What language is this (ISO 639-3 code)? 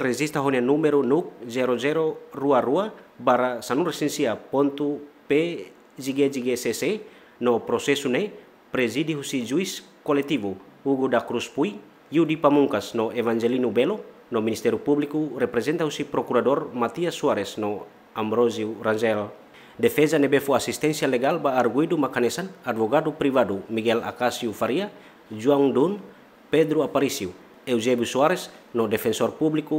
tet